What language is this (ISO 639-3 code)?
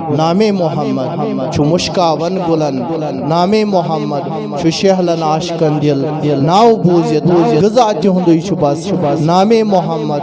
kas